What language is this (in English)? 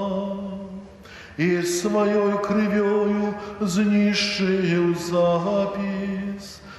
Belarusian